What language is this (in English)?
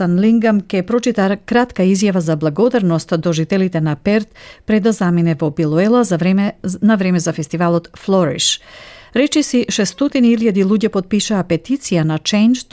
Macedonian